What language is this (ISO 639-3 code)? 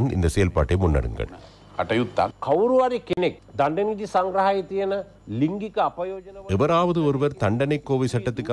tam